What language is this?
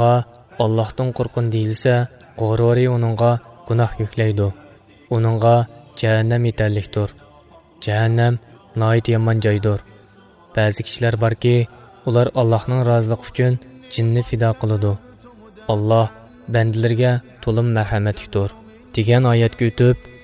Uyghur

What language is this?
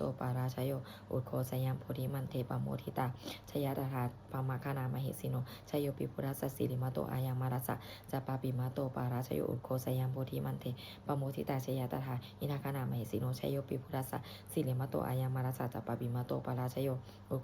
Pali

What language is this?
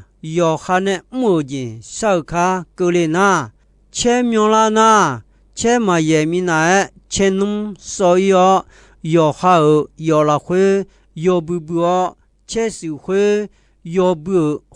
Akha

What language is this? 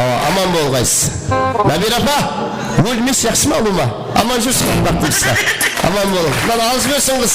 Kara-Kalpak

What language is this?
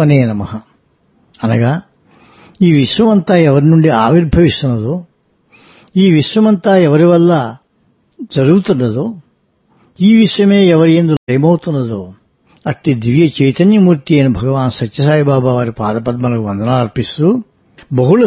Telugu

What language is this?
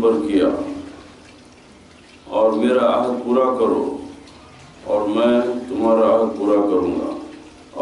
Urdu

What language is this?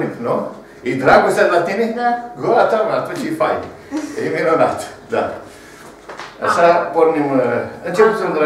Romanian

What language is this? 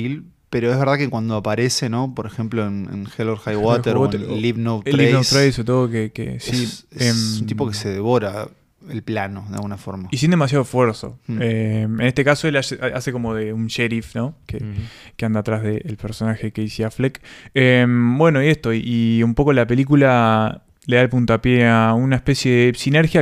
Spanish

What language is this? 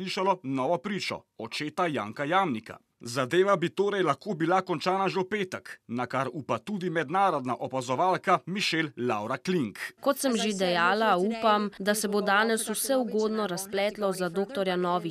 Slovenian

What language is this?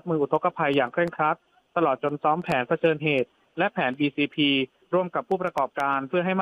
Thai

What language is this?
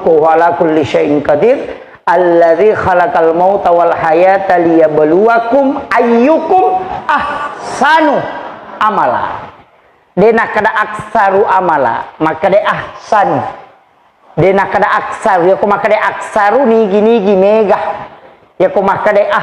Buginese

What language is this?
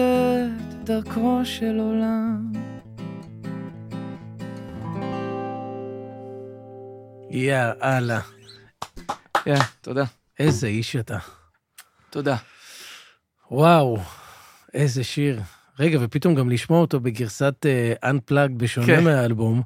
Hebrew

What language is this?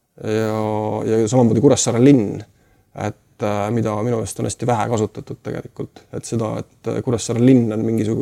Estonian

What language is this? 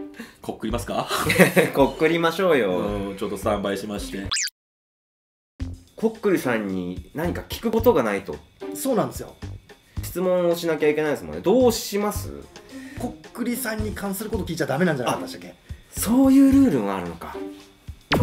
Japanese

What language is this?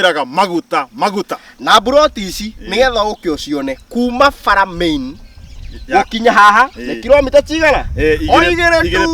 Kikuyu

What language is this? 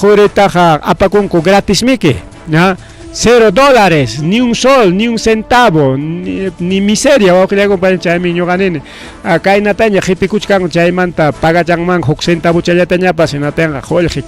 Ayacucho Quechua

